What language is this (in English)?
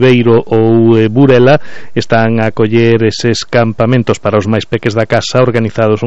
Galician